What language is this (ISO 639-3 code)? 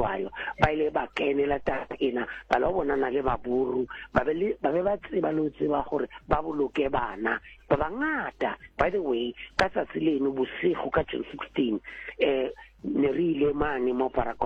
sot